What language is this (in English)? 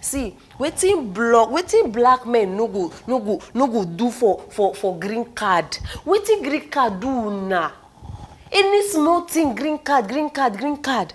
Nigerian Pidgin